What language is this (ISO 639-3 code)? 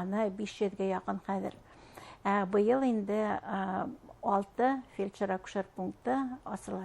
bak